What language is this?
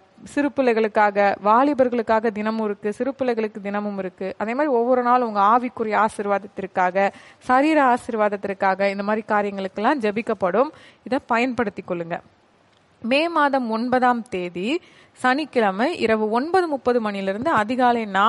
Tamil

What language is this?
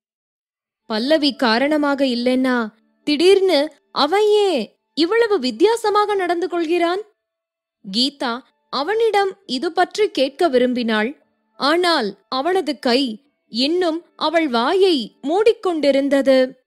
Tamil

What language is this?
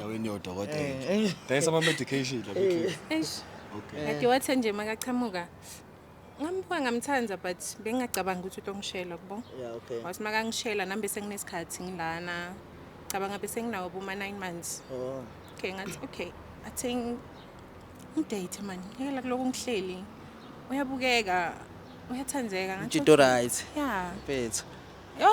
Zulu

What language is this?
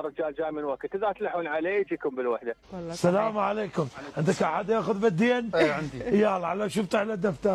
Mesopotamian Arabic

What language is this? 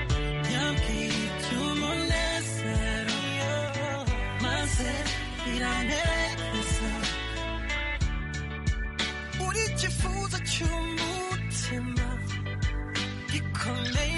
Kinyarwanda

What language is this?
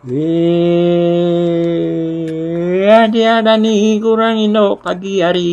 Iban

